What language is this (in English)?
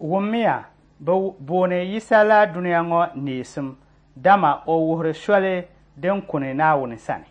Dagbani